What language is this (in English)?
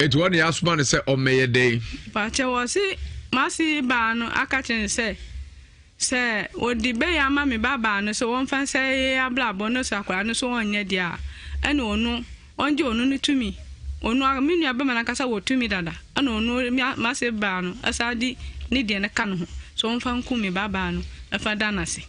Akan